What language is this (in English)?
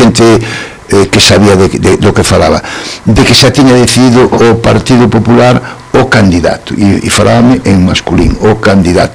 Galician